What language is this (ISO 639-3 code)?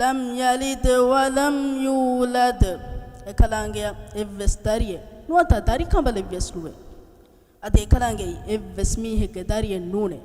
div